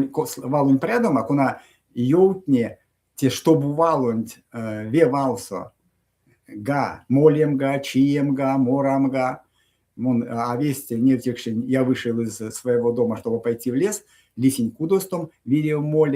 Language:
Erzya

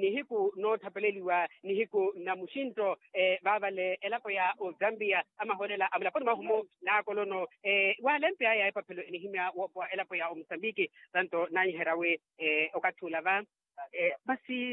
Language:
Makhuwa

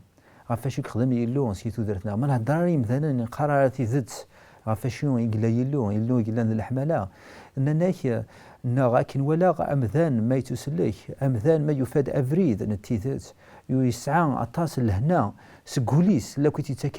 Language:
Kabyle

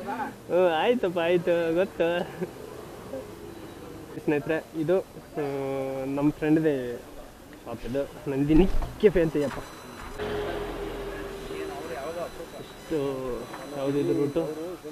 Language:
Kannada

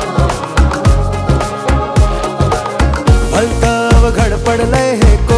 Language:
Marathi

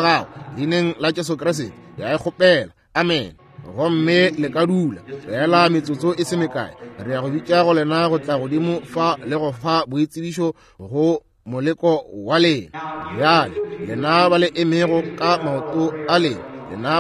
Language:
Northern Sotho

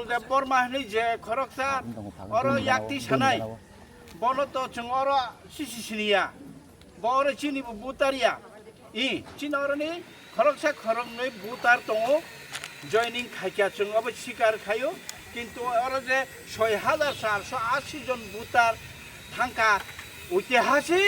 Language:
Kok Borok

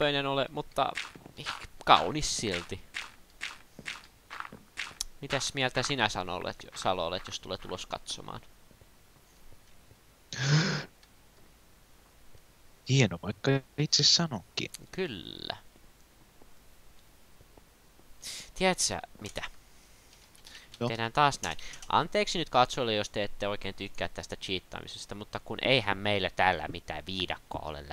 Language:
Finnish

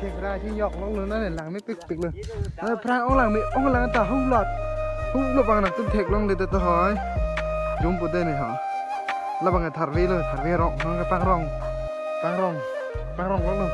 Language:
Karbi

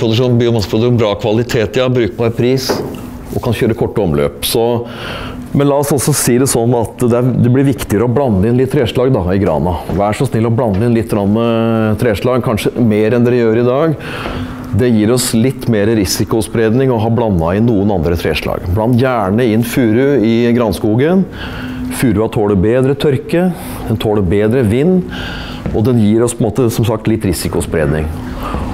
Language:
Norwegian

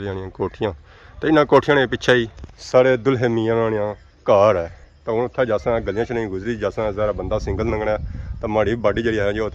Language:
Pahari-Potwari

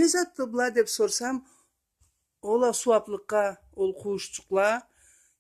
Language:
Karachay-Balkar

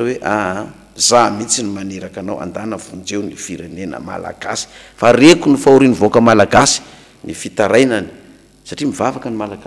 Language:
Malagasy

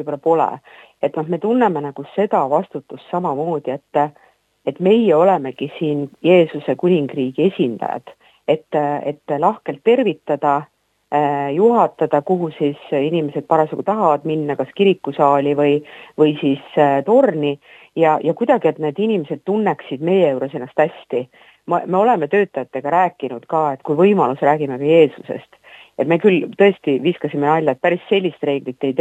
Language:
Estonian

